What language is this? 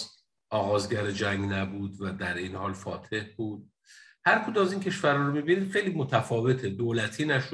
Persian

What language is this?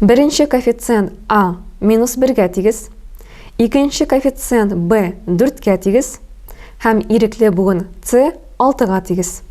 Tatar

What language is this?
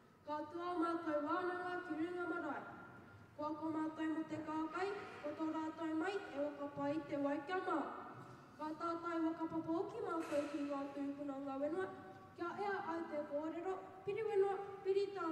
Māori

